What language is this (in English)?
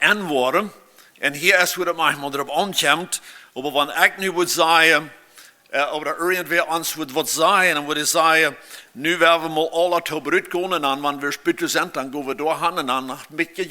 Plautdietsch